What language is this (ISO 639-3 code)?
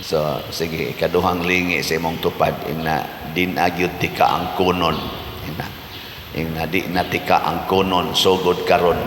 ceb